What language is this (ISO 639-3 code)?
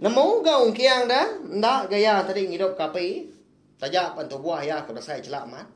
iba